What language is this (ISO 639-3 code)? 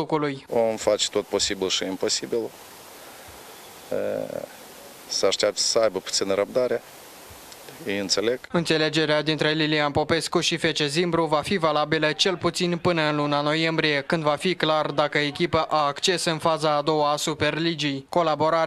ron